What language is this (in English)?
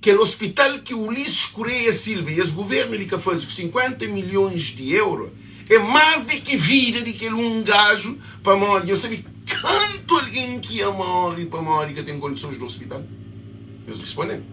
Kabuverdianu